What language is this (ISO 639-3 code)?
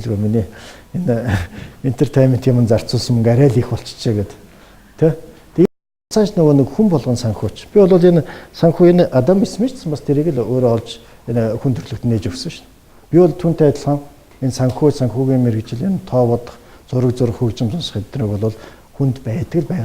mon